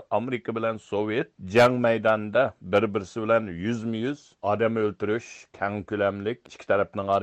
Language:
Uyghur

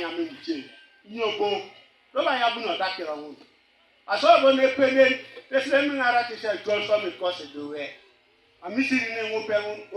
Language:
Teso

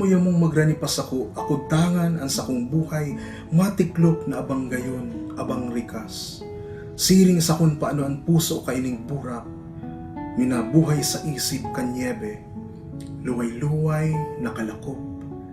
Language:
Bikol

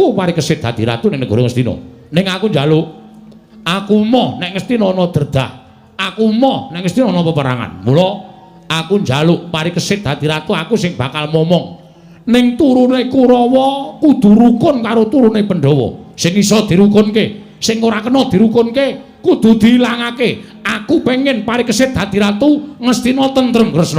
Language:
Javanese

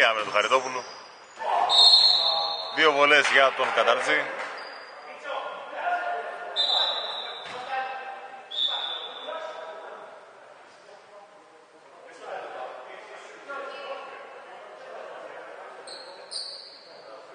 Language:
Greek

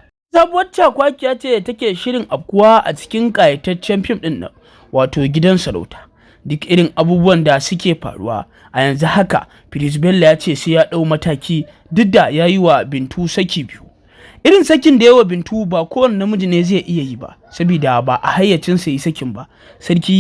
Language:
Hausa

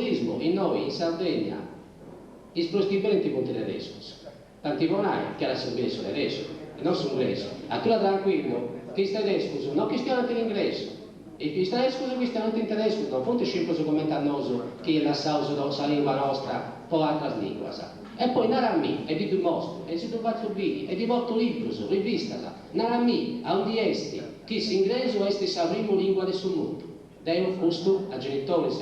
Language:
Sardinian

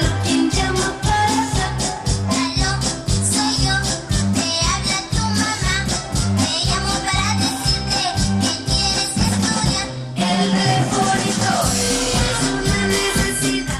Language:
Ayacucho Quechua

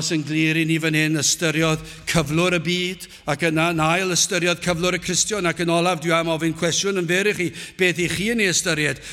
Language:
Welsh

